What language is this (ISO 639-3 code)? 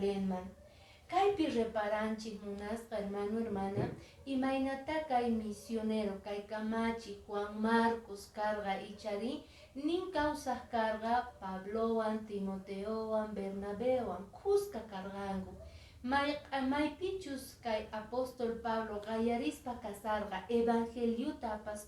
que